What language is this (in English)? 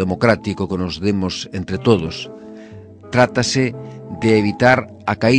Galician